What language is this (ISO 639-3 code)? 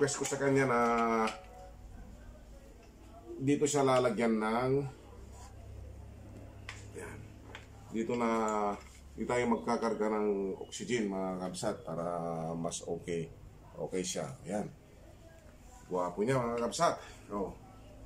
fil